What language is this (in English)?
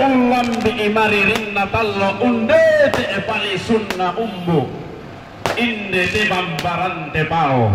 Toraja-Sa'dan